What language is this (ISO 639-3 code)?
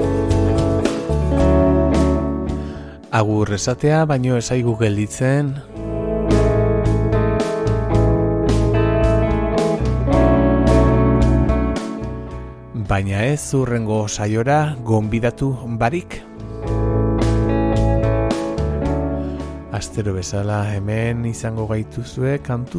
eus